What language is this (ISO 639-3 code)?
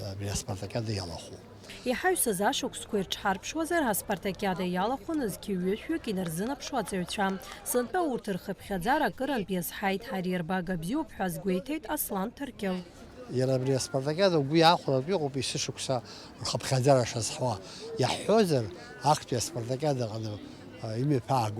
abk